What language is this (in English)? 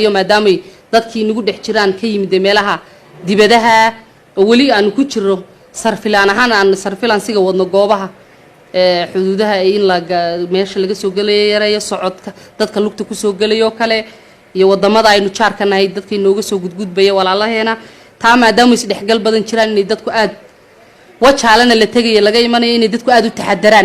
Somali